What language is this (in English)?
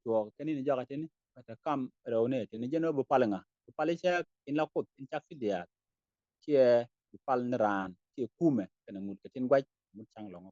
Nuer